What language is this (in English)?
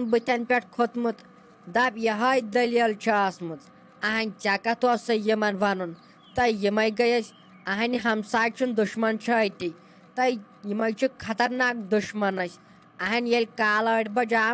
Kashmiri